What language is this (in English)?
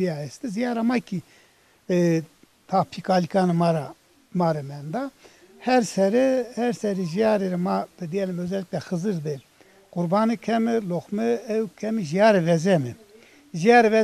Zaza